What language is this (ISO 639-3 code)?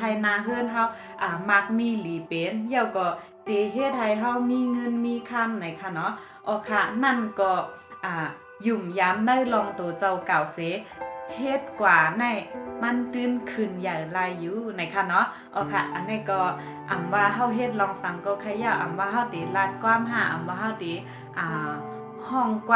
shn